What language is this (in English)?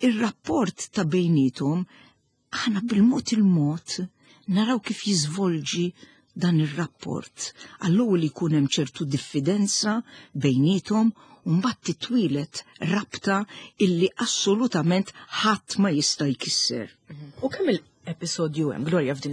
Maltese